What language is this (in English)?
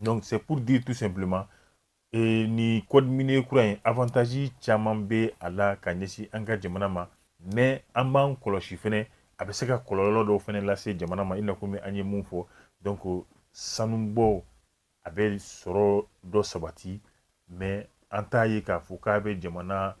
Bambara